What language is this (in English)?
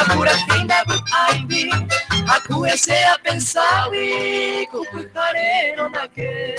Guarani